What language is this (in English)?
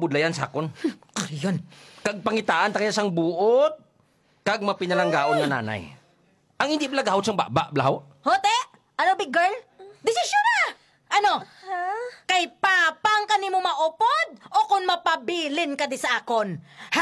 Hiligaynon